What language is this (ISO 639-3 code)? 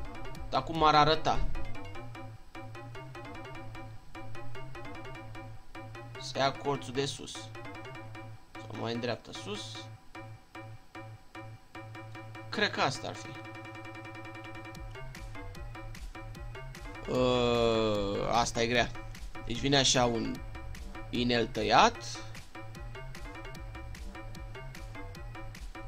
ron